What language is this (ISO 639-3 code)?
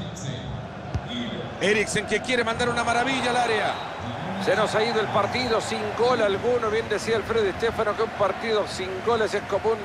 spa